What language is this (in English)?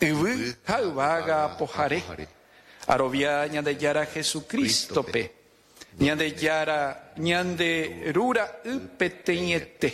Guarani